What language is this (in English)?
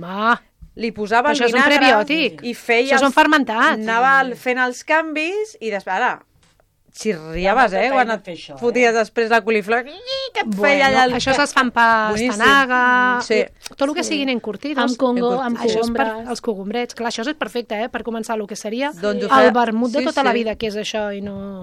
Catalan